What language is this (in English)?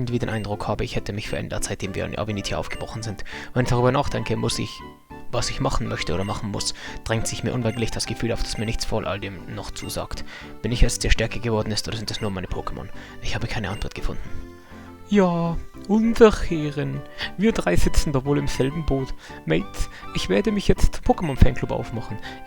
Bavarian